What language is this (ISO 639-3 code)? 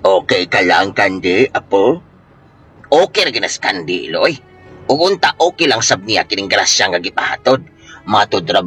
ceb